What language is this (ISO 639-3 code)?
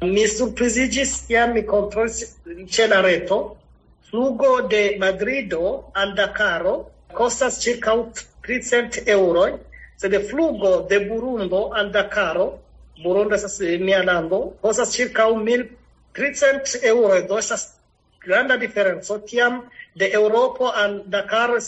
epo